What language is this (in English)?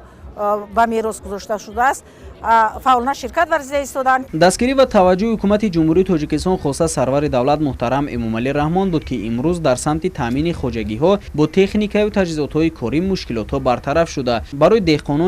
Tajik